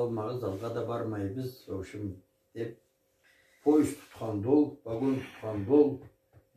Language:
Karachay-Balkar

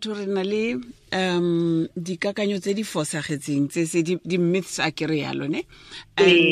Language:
Tswana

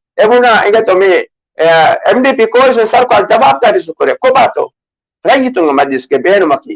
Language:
Divehi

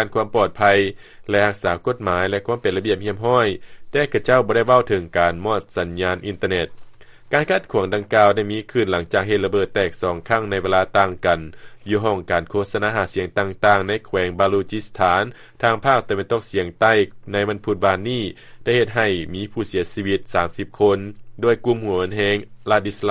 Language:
Lao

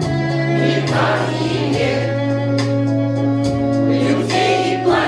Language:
Russian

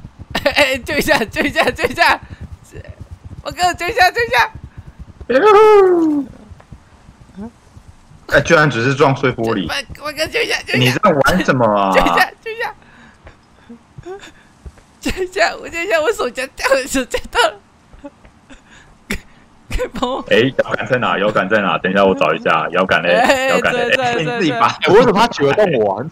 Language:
Chinese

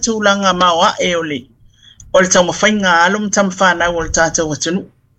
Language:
Samoan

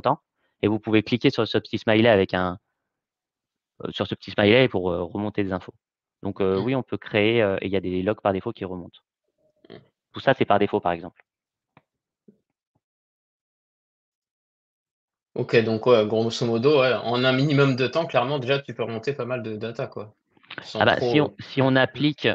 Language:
French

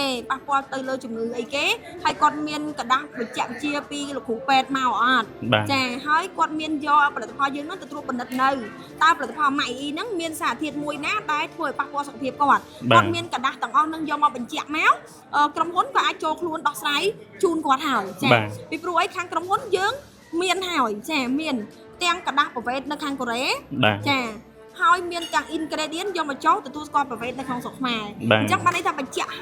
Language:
Khmer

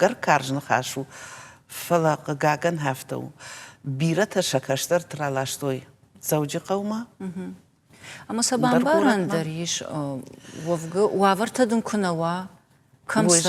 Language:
Ossetic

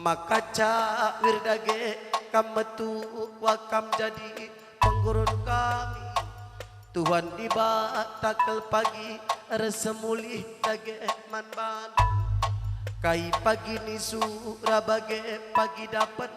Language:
Batak Karo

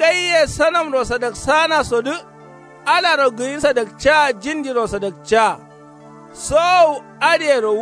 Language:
Kanuri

